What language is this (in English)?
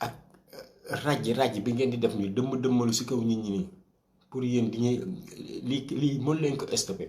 Wolof